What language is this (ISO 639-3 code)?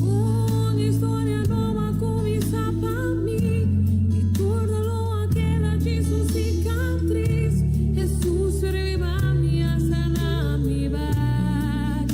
pap